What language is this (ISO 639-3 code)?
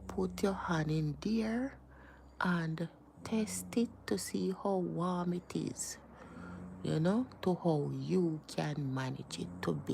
jam